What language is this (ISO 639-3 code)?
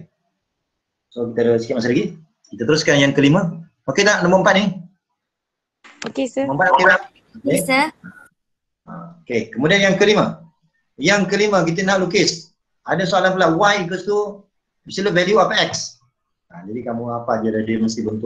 msa